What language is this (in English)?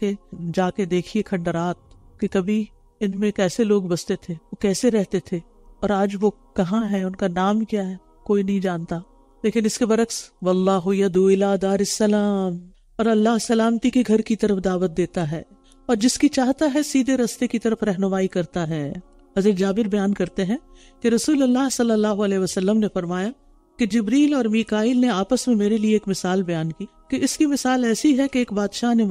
Urdu